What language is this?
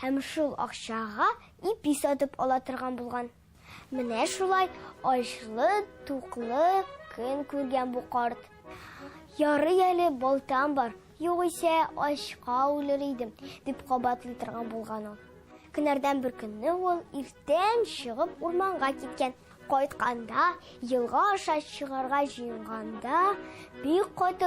Tatar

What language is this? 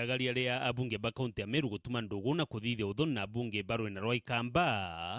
Meru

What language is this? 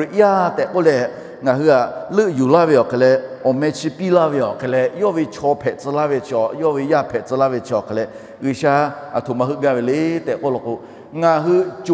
Lahu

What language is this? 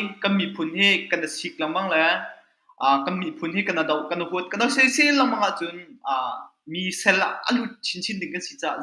Hakha Chin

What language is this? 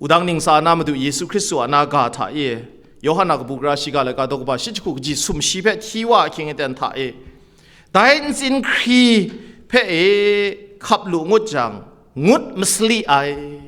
Kachin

